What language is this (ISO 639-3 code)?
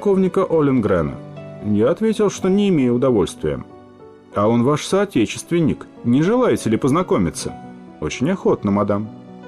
rus